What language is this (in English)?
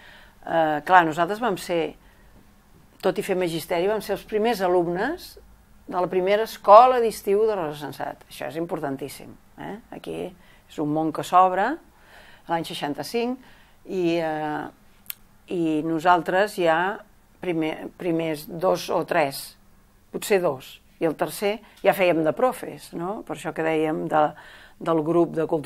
Catalan